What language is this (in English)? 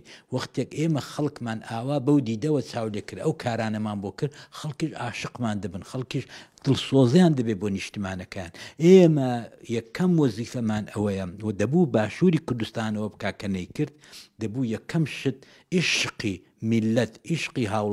Central Kurdish